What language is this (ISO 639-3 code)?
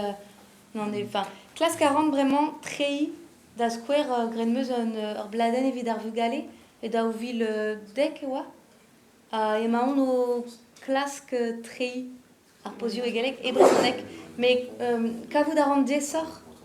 bre